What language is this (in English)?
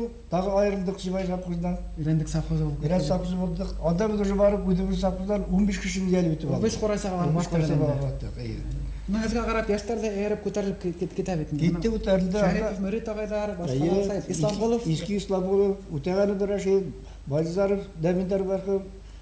Bashkir